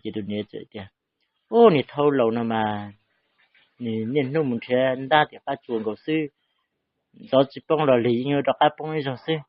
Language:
Hmong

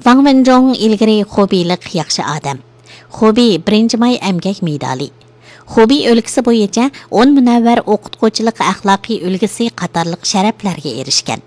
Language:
Uyghur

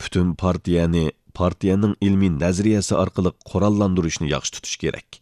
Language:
Uyghur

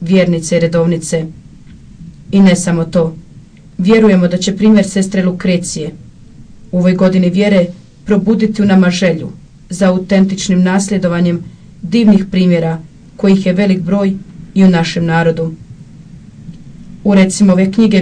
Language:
Croatian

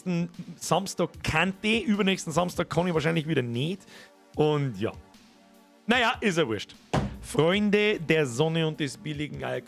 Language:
Bavarian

